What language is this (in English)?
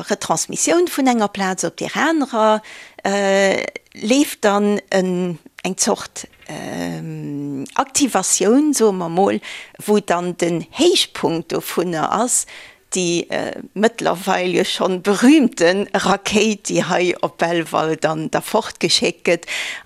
Luxembourgish